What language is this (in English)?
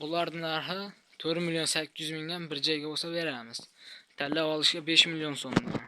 Uzbek